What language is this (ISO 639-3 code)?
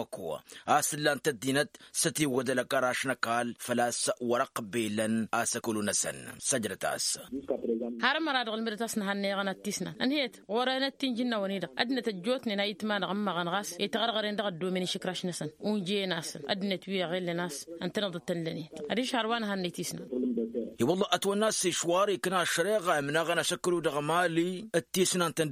taq